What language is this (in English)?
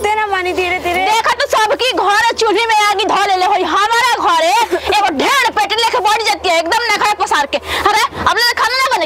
Bhojpuri